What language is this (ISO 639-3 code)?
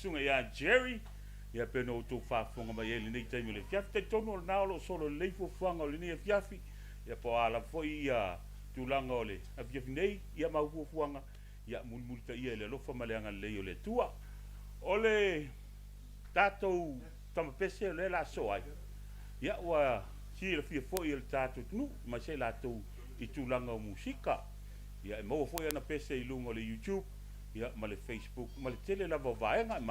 smo